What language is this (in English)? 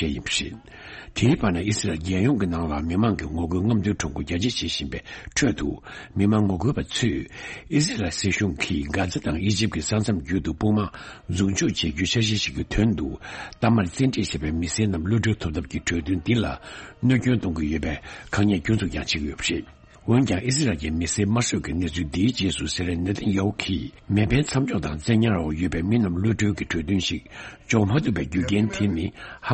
Tibetan